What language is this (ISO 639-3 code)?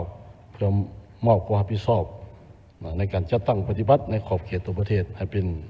lao